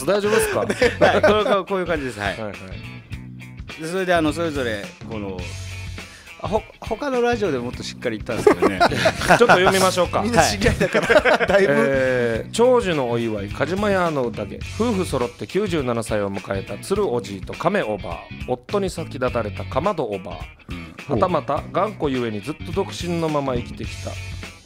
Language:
Japanese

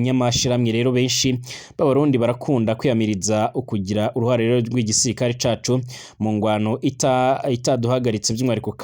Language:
Rundi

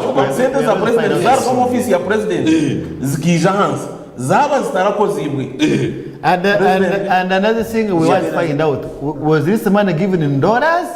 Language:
Nyankole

